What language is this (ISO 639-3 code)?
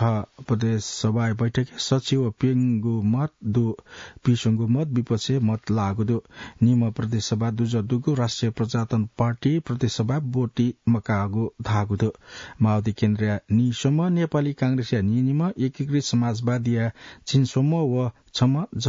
new